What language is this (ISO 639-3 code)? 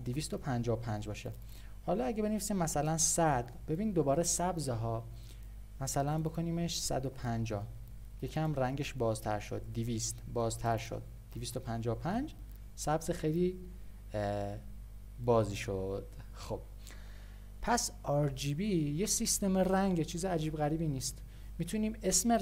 fas